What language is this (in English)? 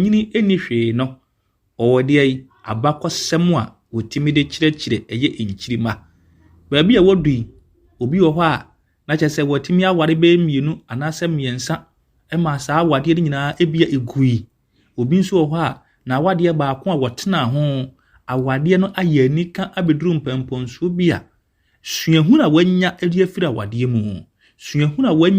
Akan